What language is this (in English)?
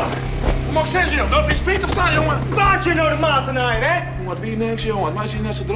Western Frisian